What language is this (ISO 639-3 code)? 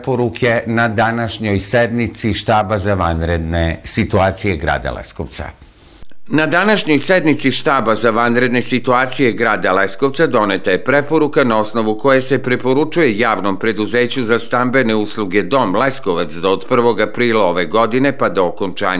srp